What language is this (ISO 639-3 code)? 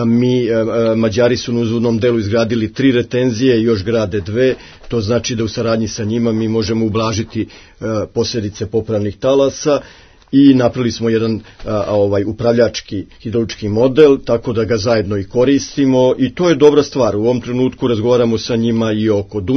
srp